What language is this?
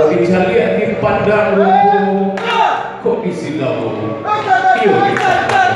Minangkabau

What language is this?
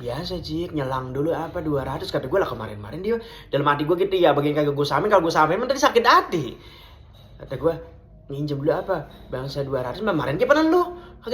Betawi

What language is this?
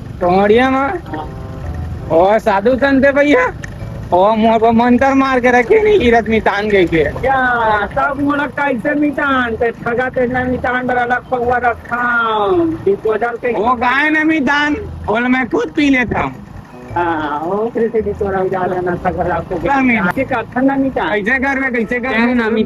Chhattisgarhi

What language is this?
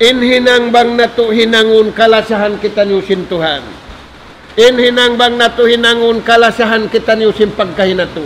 Tausug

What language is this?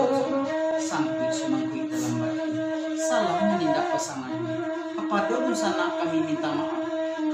Minangkabau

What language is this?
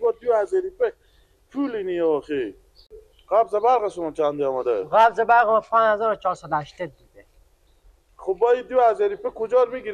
Persian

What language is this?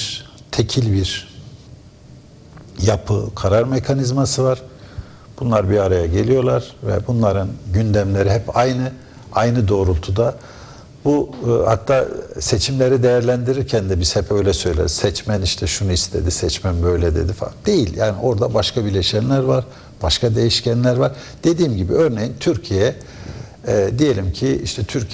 Turkish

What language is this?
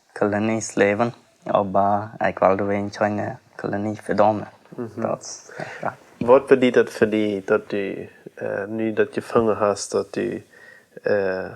Plautdietsch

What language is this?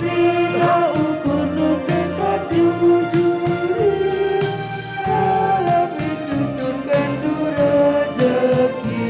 Batak Karo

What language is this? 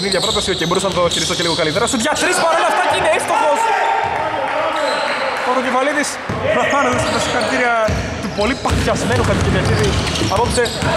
Greek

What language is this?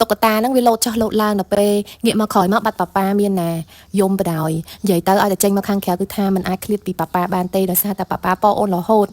Khmer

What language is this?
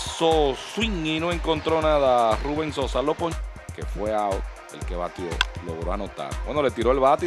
Spanish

